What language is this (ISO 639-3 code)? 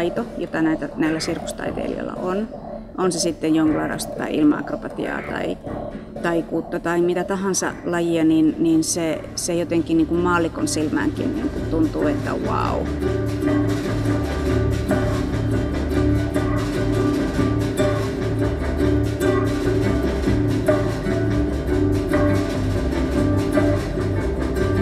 fin